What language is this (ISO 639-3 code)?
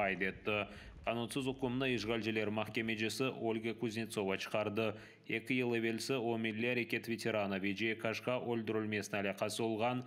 crh